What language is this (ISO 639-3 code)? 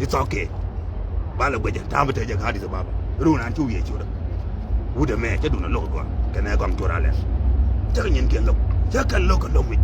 nus